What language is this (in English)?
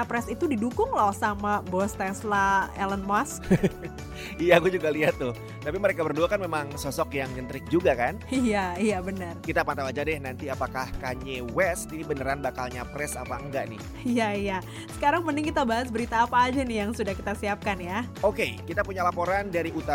Indonesian